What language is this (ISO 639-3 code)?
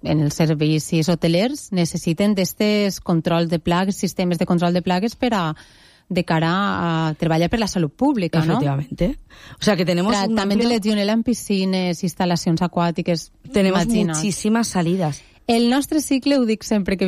cat